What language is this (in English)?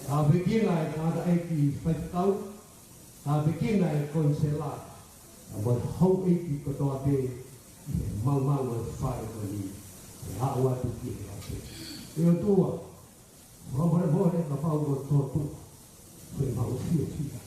Tongan